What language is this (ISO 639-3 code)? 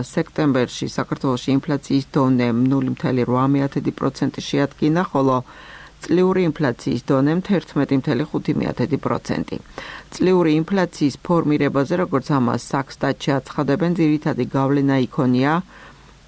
kat